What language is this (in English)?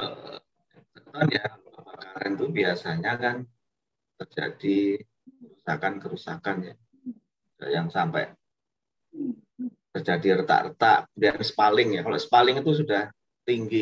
Indonesian